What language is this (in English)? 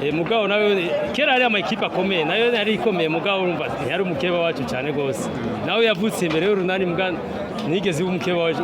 Rundi